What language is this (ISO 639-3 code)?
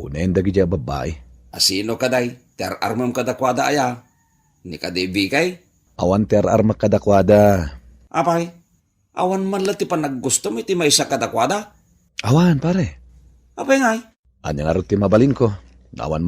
ilo